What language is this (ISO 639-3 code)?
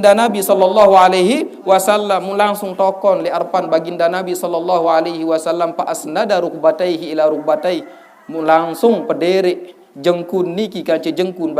sas